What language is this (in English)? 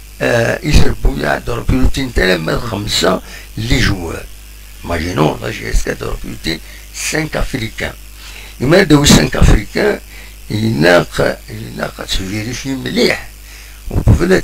Kabyle